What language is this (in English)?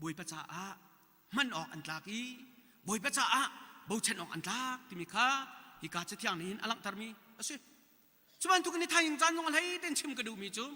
Hakha Chin